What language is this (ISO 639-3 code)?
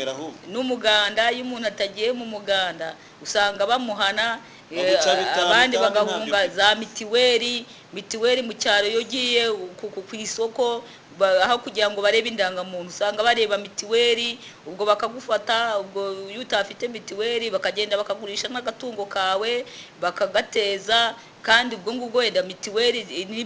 kin